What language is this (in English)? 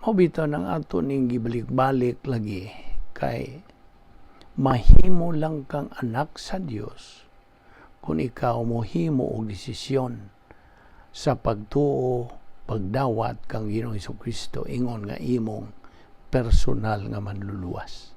Cebuano